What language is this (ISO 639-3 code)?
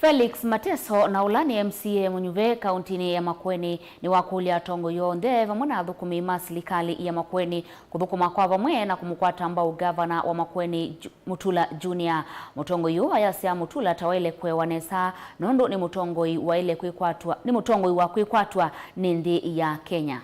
kam